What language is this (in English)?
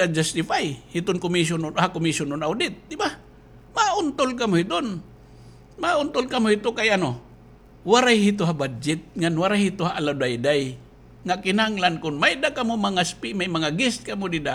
Waray